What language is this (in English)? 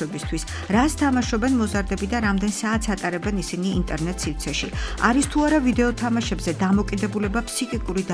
Georgian